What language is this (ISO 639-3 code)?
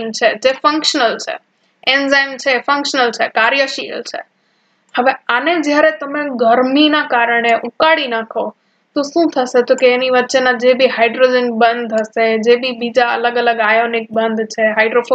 guj